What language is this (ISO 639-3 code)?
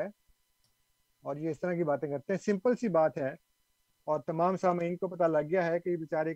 urd